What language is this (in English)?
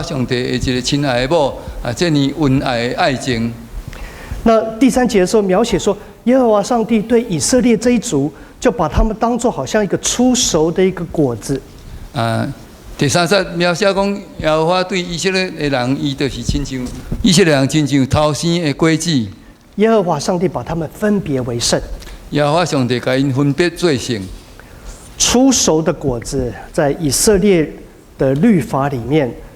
Min Nan Chinese